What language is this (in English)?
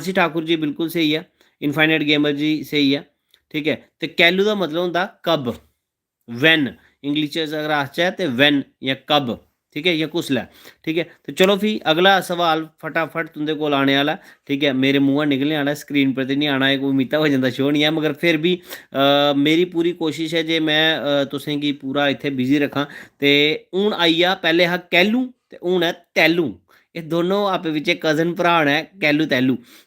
Dogri